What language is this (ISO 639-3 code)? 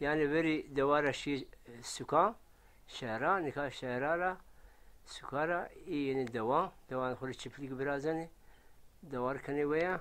zza